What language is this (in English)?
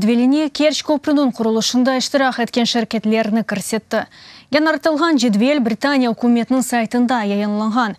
Crimean Tatar